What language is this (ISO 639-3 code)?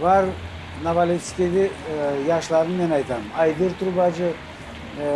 crh